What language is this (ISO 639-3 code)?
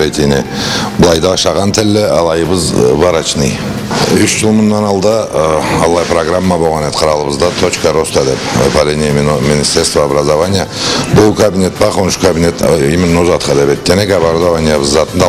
krc